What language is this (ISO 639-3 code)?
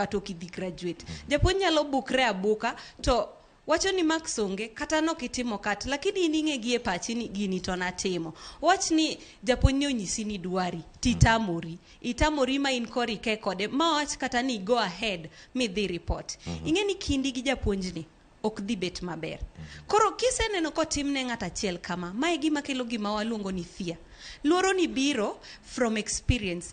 luo